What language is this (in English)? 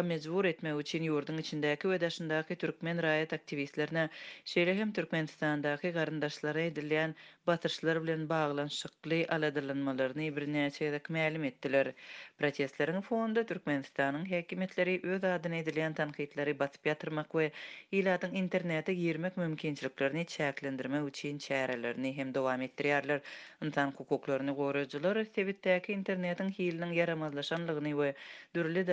Turkmen